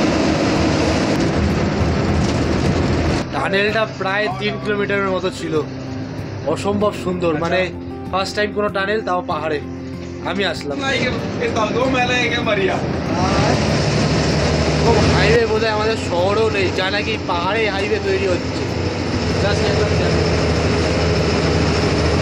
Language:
Bangla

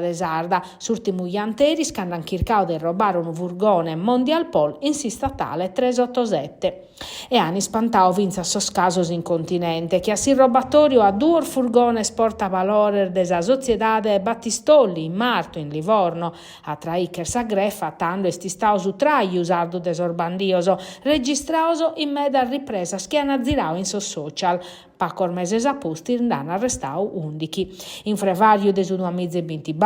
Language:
Sardinian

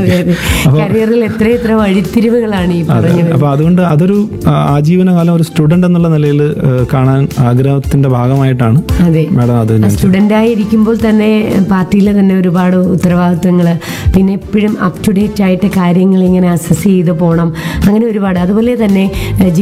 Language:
Malayalam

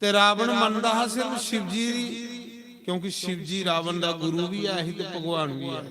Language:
Dogri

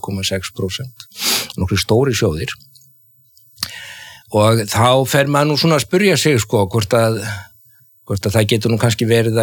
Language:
Icelandic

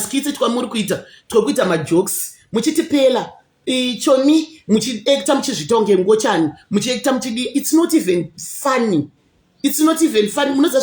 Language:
Shona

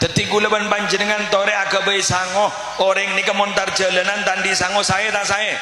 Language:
Madurese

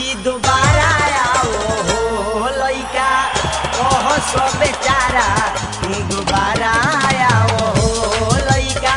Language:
Bhojpuri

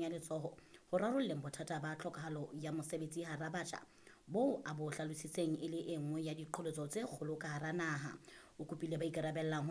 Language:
Southern Sotho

